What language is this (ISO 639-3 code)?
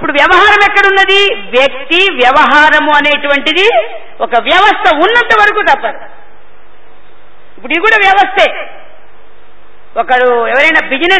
tel